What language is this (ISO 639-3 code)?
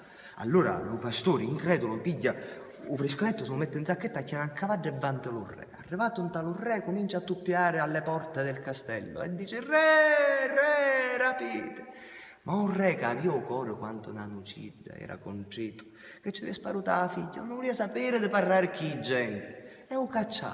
scn